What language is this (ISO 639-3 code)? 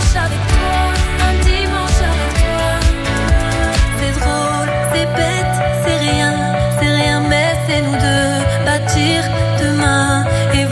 fra